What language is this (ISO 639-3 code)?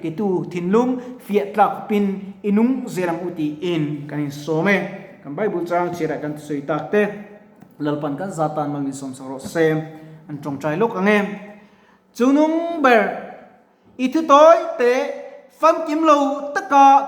lus